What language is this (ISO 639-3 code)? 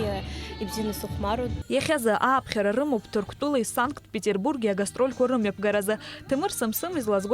abk